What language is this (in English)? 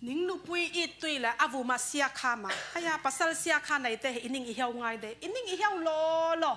Falam Chin